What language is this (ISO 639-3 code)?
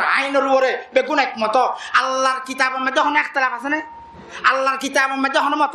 rhg